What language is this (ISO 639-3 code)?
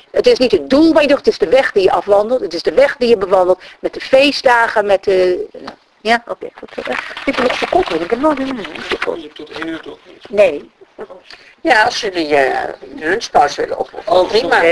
nld